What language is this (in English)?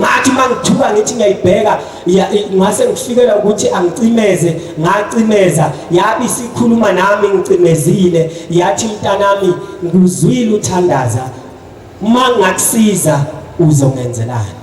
Zulu